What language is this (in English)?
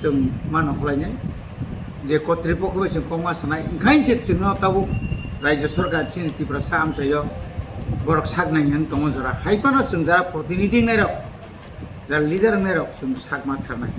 Kok Borok